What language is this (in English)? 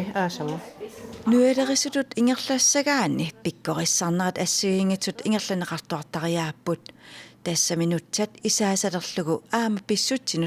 Kalaallisut